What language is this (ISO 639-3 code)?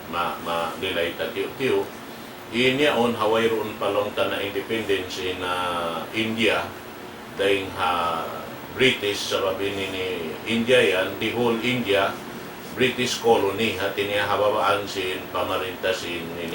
tsg